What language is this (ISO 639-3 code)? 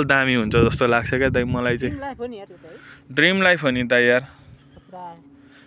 nep